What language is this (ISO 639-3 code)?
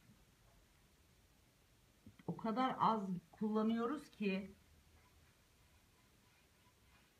tur